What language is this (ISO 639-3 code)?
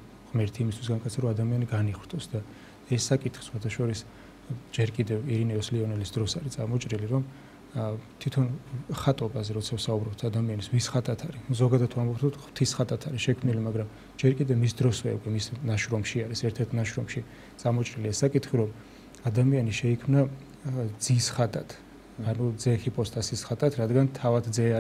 kat